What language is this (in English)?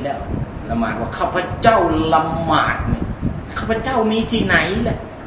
Thai